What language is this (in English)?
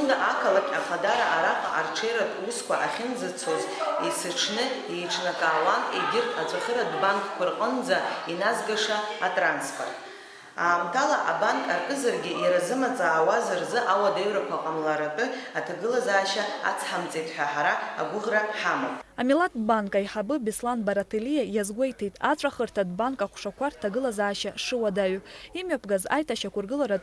Abkhazian